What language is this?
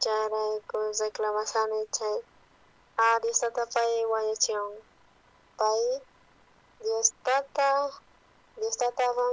South Bolivian Quechua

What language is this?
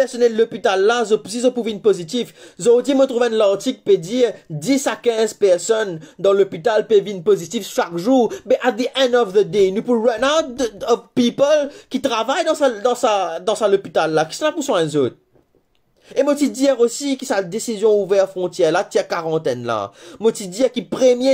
Morisyen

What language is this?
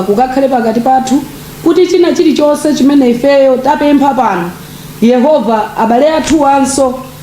Nyanja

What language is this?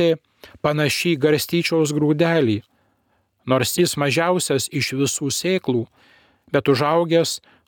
Lithuanian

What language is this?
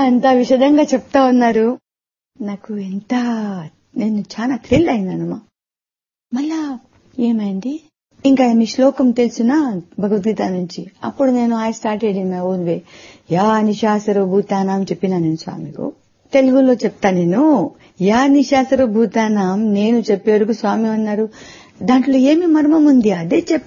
Telugu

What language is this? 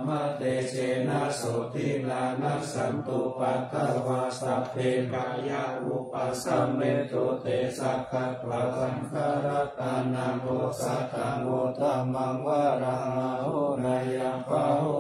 Pali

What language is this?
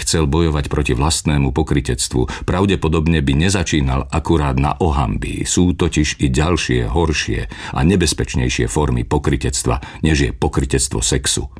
Slovak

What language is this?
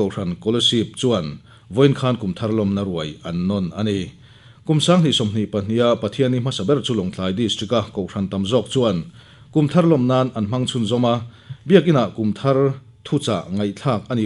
Mizo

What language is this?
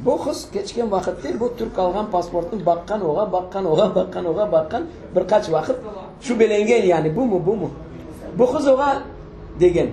Crimean Tatar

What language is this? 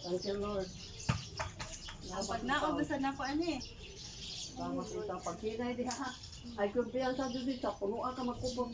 Cebuano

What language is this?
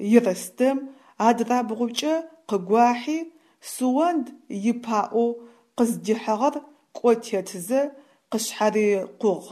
Adyghe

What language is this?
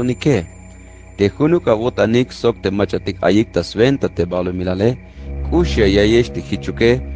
Tzeltal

